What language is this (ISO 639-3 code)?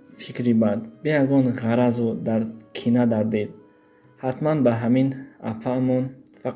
tgk